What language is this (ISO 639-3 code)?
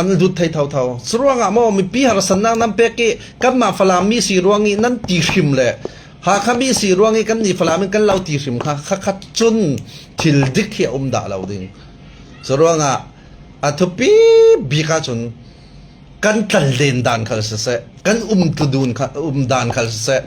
cfm